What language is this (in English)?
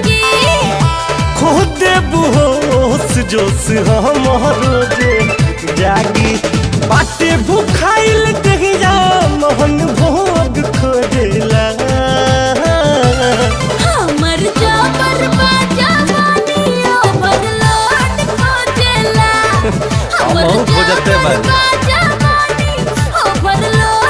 Bhojpuri